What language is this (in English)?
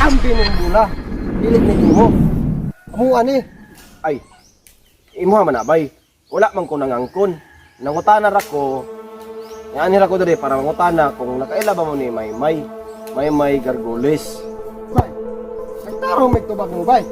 Cebuano